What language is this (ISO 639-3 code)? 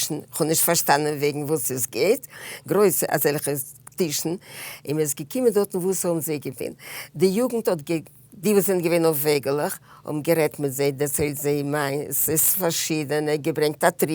yid